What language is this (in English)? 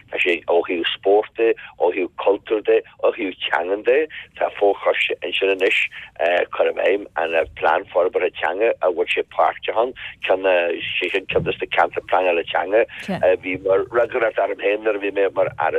Irish